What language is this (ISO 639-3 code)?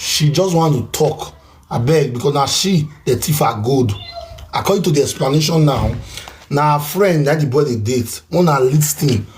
pcm